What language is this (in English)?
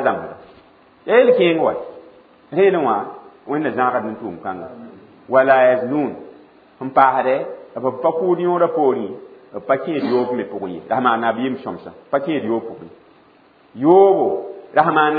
Mossi